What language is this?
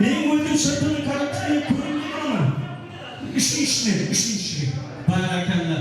Kara-Kalpak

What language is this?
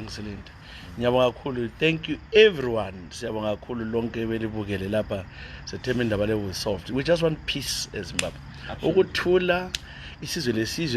North Ndebele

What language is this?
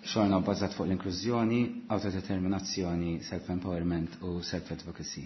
Maltese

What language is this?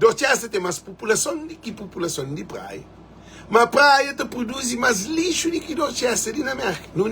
Kabuverdianu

